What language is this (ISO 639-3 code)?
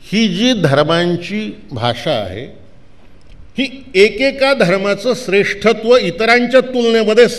mar